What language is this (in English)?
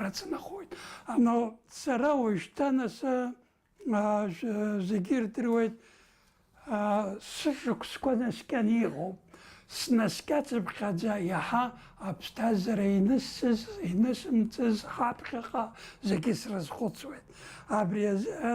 Abkhazian